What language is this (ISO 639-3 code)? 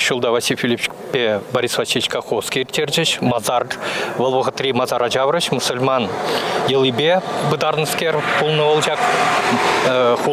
chv